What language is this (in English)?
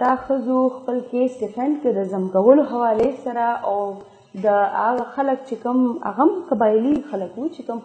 Pashto